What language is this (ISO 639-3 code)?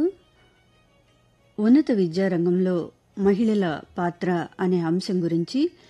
tel